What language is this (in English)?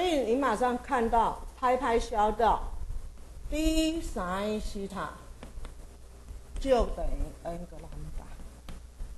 Chinese